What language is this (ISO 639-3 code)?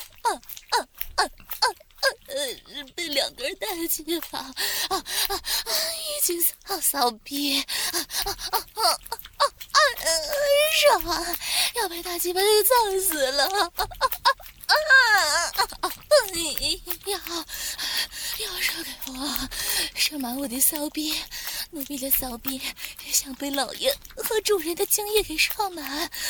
zho